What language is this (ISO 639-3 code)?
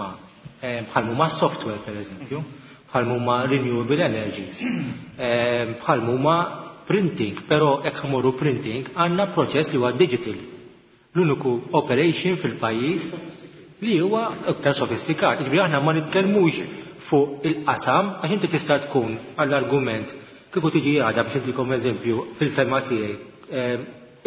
mlt